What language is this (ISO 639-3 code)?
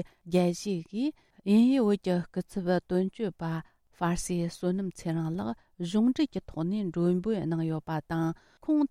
bod